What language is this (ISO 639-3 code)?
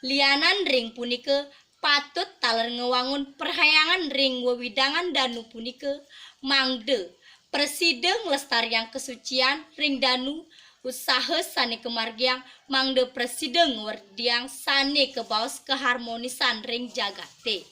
ban